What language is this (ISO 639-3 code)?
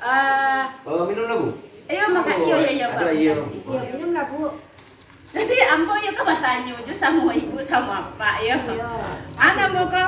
min